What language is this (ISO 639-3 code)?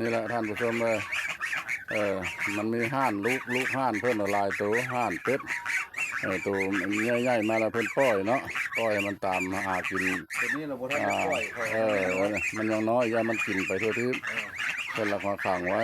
lao